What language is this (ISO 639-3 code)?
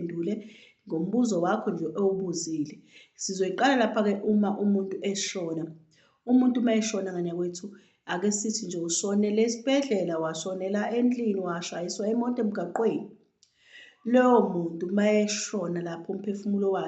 zul